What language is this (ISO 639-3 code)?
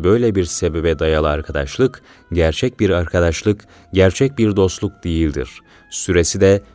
tur